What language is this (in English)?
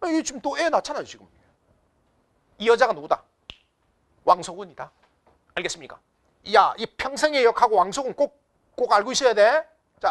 Korean